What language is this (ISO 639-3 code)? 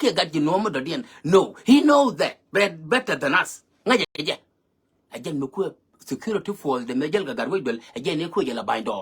nus